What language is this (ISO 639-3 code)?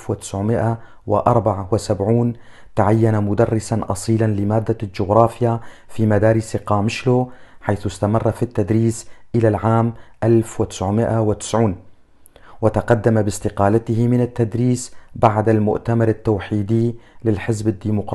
kur